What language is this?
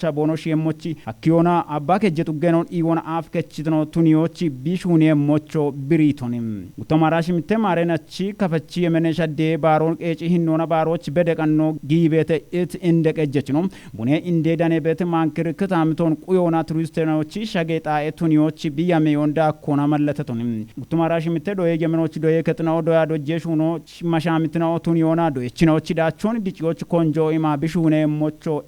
Kafa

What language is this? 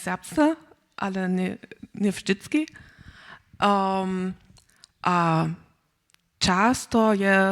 Upper Sorbian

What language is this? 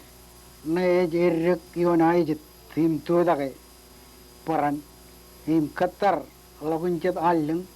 Marshallese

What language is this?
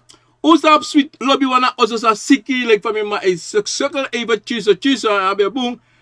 Sranan Tongo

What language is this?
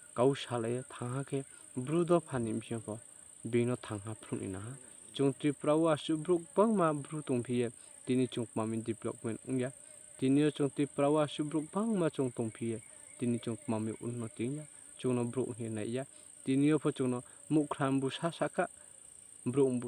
Riang (India)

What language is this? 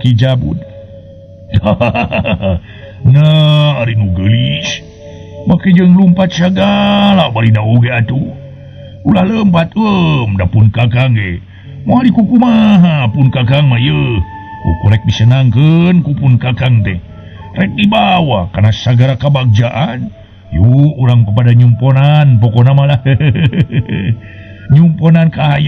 Sundanese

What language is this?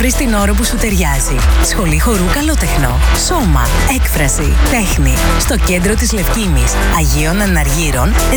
Greek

